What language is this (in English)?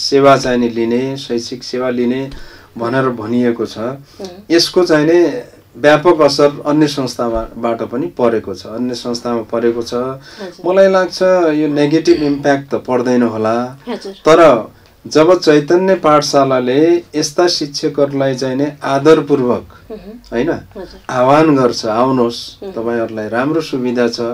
Nepali